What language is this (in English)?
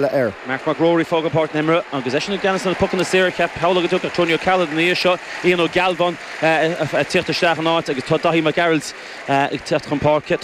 Irish